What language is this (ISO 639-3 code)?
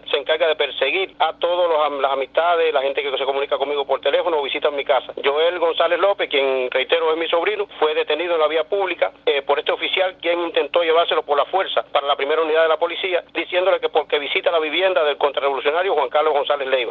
spa